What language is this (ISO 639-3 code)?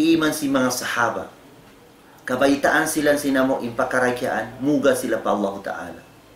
tsg